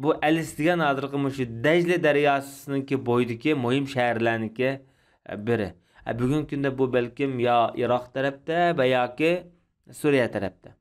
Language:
Uyghur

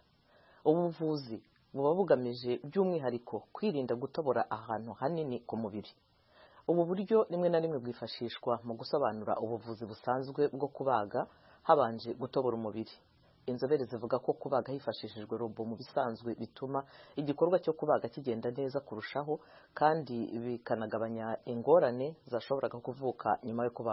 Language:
Kinyarwanda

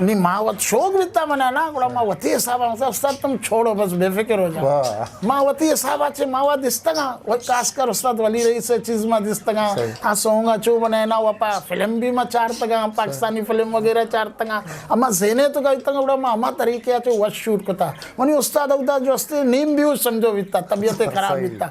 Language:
Eastern Balochi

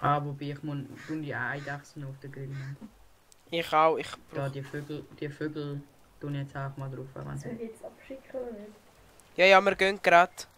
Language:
Swiss German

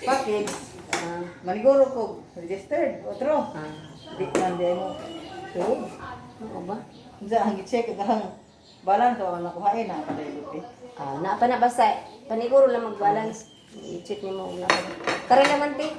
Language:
Cebuano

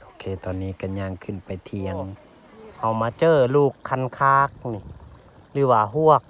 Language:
Lao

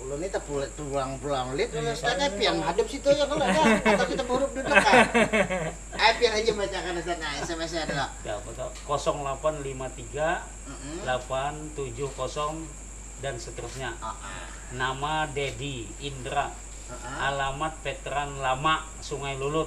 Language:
Banjar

